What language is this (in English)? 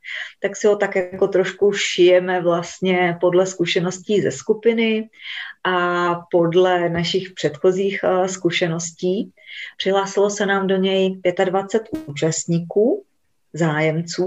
Czech